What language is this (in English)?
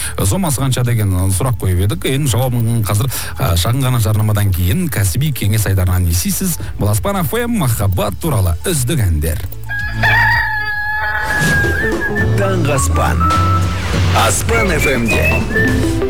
Kazakh